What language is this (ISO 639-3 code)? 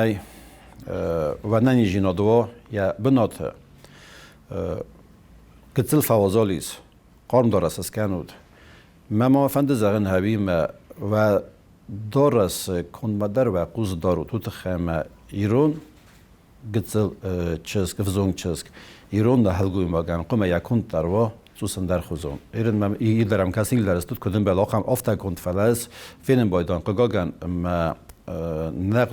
oss